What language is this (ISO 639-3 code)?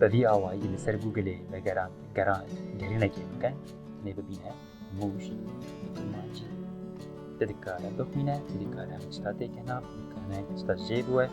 kur